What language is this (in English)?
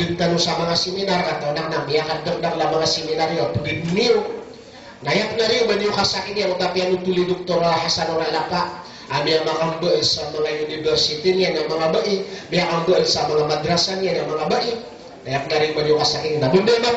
Maranao